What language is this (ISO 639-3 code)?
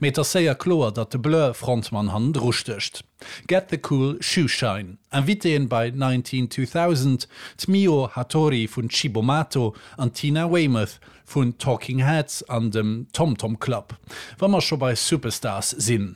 ltz